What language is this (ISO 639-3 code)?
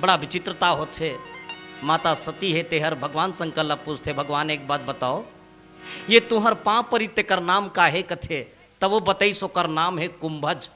hne